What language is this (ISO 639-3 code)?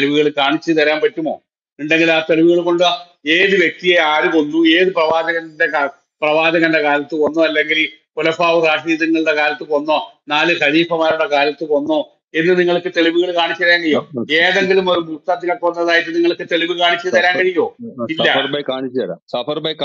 mal